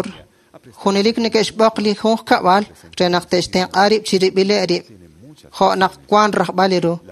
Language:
Kekchí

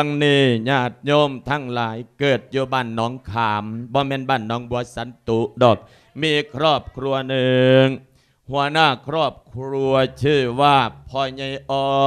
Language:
Lao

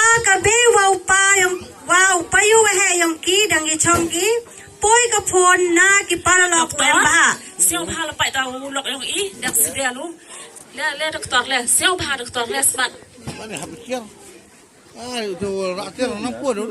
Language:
Khasi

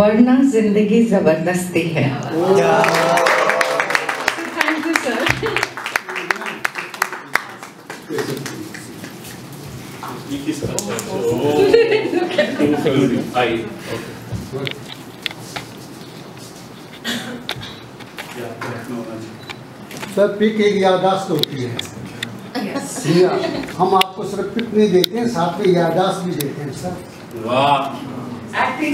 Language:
Hindi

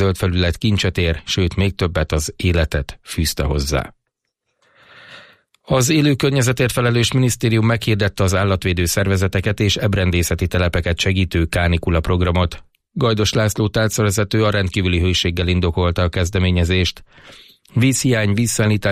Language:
Hungarian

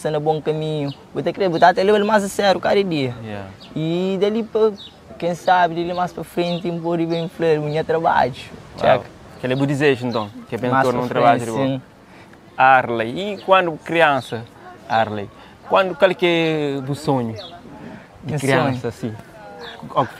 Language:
Kabuverdianu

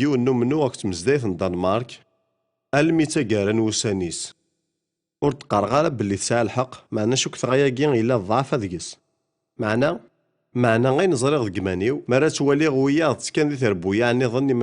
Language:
Kabyle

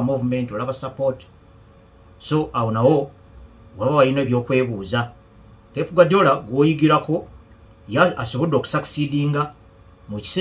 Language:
Ganda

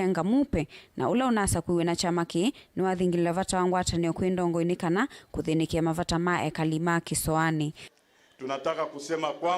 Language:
Kamba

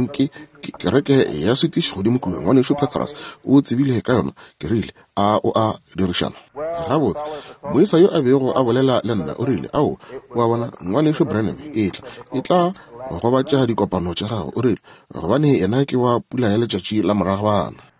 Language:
Northern Sotho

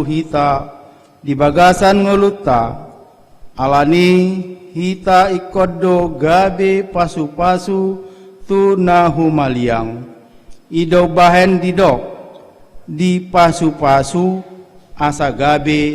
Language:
Batak Toba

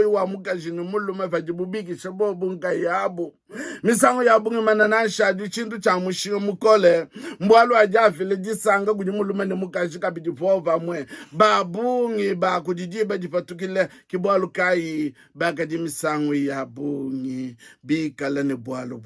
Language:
Luba-Lulua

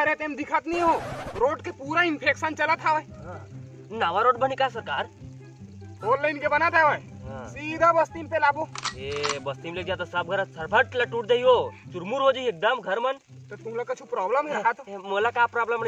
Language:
Chhattisgarhi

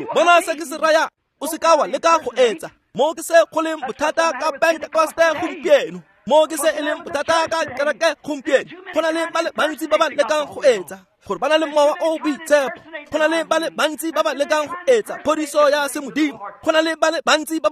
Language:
Tswana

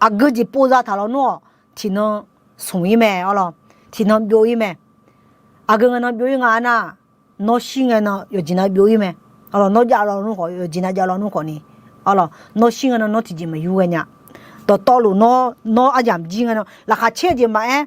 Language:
Akha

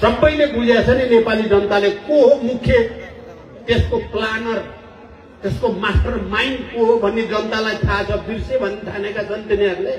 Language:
Nepali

